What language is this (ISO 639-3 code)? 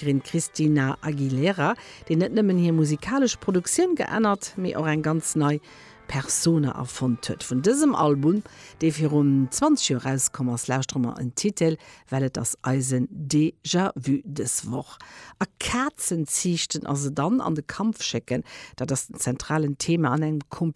ltz